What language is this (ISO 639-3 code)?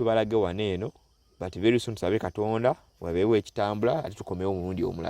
lug